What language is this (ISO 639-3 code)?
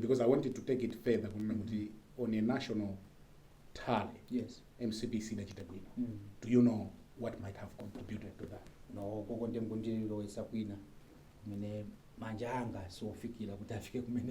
nya